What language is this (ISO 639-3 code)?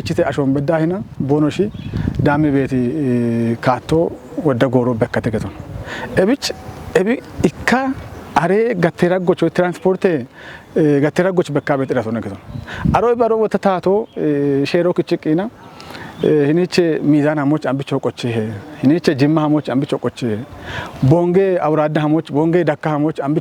kbr